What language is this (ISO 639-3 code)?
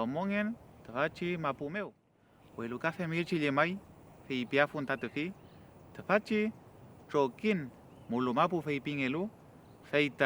arn